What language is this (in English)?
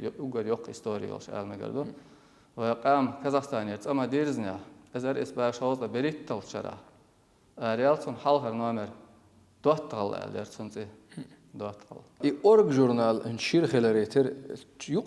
Chechen